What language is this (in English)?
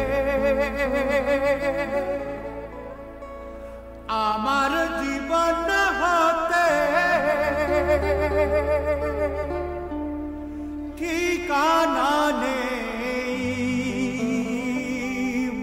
Bangla